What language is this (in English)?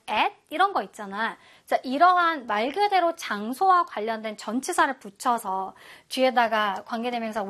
Korean